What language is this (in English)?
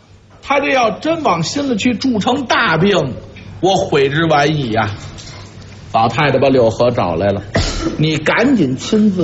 Chinese